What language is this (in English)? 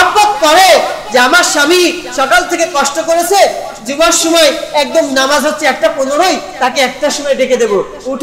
Bangla